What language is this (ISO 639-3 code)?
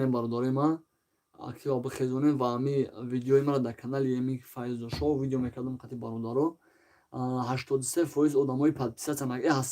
tgk